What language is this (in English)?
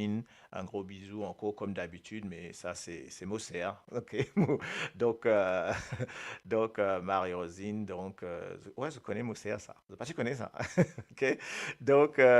Morisyen